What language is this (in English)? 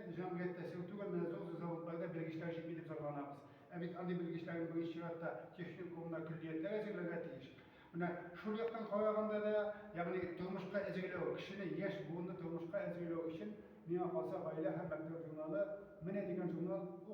Tatar